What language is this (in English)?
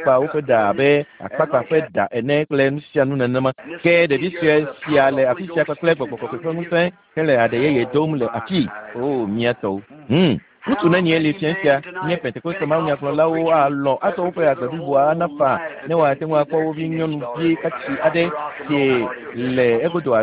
Ewe